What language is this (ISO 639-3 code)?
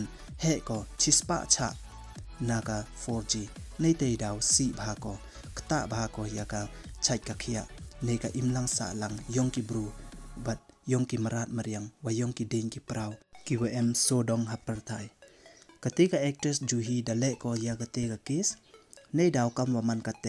pbv